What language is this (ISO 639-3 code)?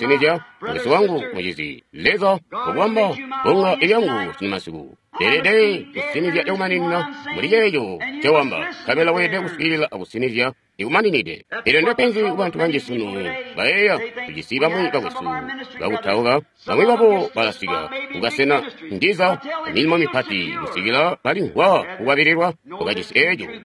toi